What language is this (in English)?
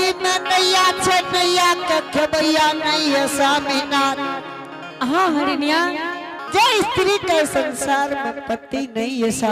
Angika